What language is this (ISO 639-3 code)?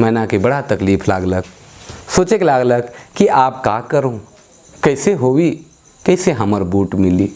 sck